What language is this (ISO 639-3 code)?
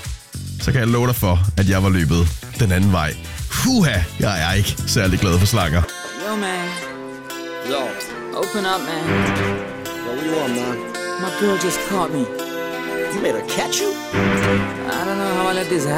dan